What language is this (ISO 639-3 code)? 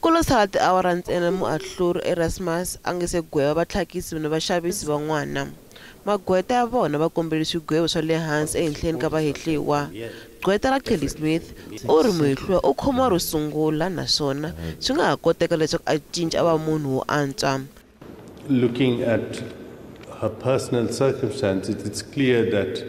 tso